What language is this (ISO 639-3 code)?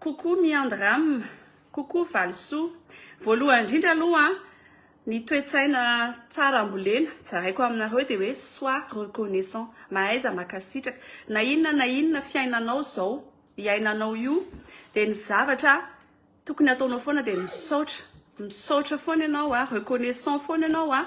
mlg